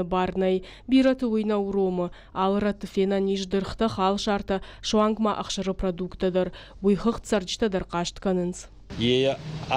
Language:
Ossetic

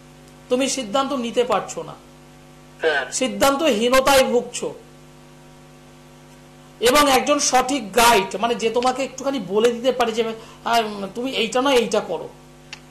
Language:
Bangla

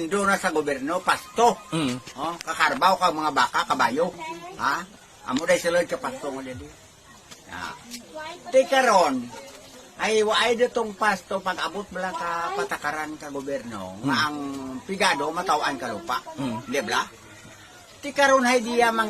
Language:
Hiligaynon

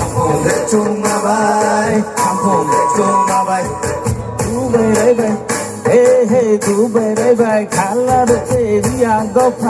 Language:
Riang (India)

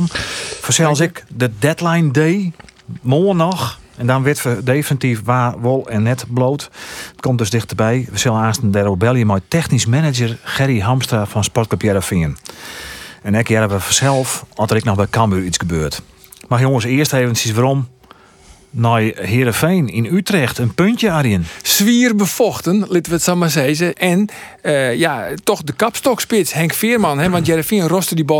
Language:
Western Frisian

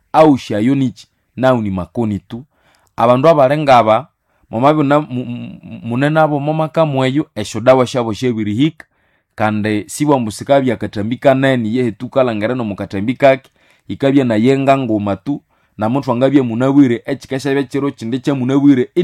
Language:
Nande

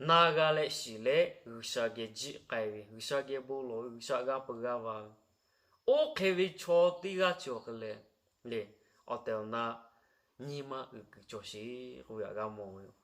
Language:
Lahu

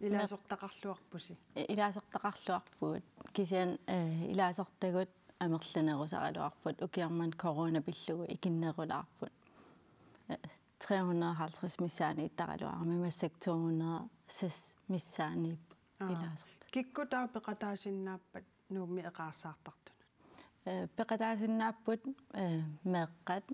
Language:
Kalaallisut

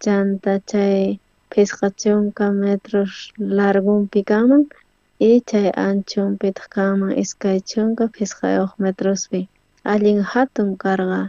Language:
South Bolivian Quechua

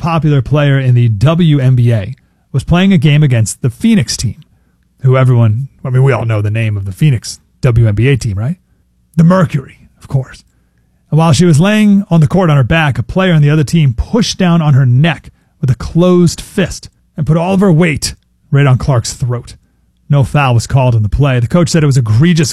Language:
English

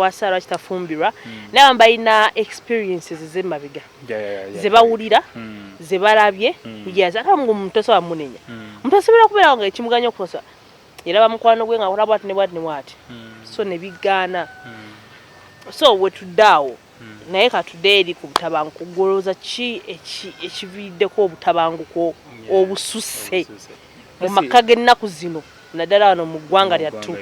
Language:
Ganda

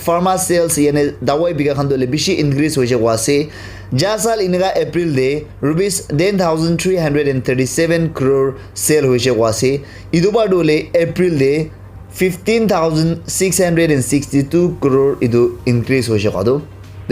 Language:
Naga Pidgin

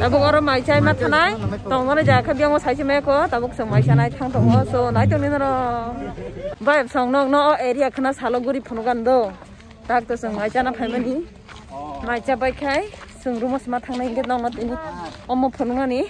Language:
Kok Borok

